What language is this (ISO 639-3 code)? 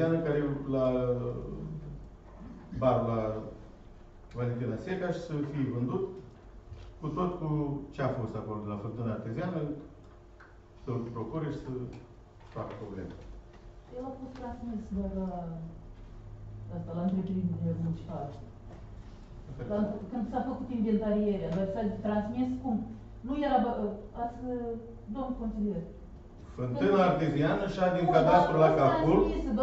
ron